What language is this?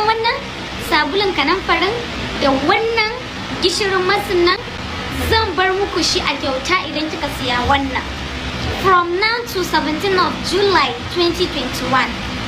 Hausa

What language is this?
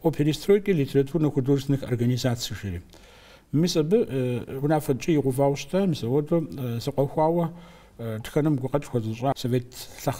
Kabardian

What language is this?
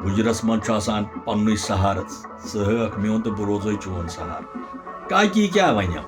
Kashmiri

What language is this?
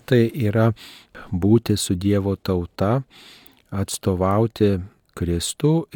Lithuanian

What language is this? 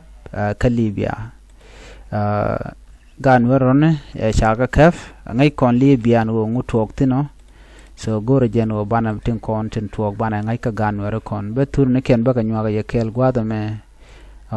Nuer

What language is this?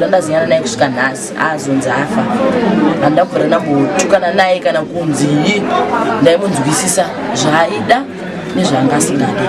Shona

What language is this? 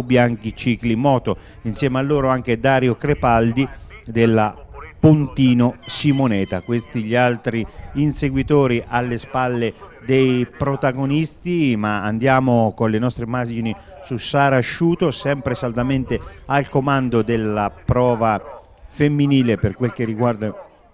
Italian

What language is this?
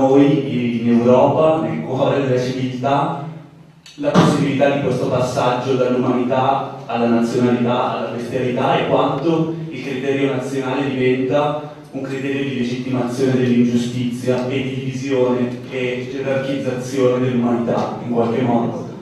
Italian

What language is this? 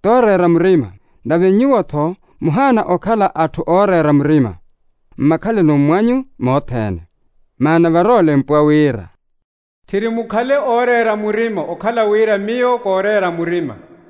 Makhuwa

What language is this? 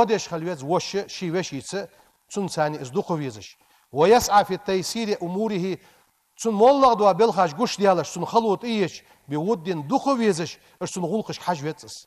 Ingush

